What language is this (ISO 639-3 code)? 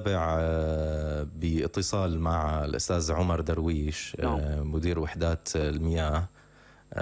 apc